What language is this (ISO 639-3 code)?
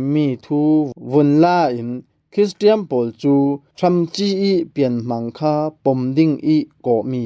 cfm